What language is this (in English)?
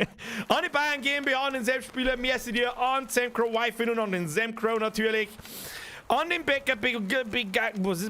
Bavarian